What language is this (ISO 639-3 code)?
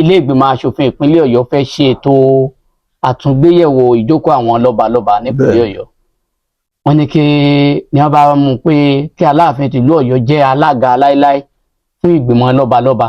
yor